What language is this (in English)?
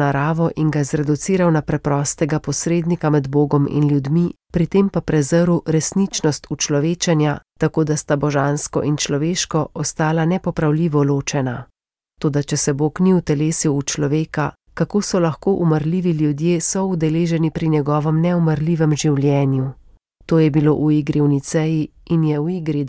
Slovenian